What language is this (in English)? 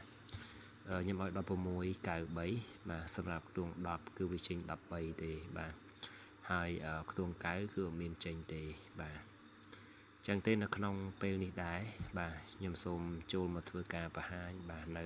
Khmer